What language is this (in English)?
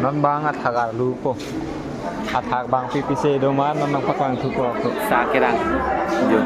Karbi